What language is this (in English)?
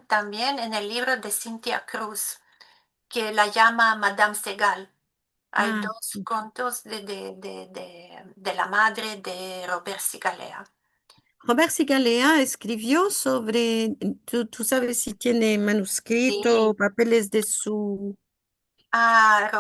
Ladino